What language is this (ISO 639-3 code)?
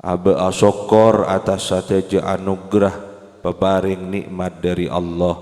mad